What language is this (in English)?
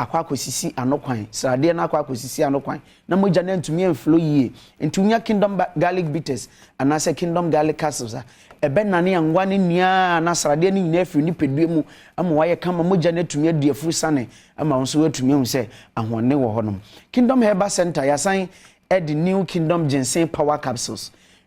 Akan